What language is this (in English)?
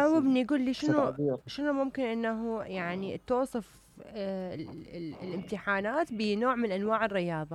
Mesopotamian Arabic